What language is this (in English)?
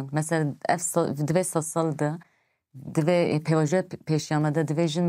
Kurdish